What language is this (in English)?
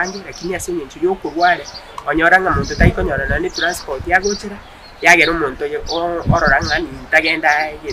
Gusii